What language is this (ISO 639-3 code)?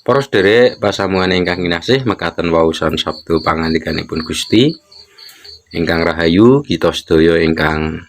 jav